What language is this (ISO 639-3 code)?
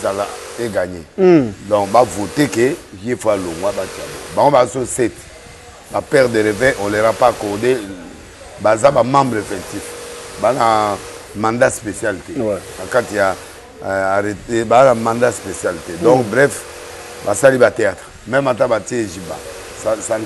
lin